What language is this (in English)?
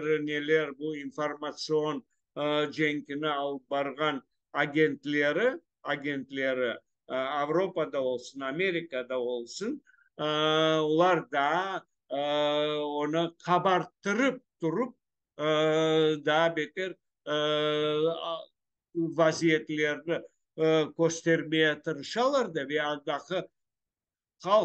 Crimean Tatar